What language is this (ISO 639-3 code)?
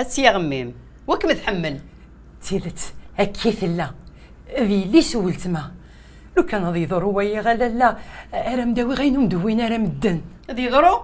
kab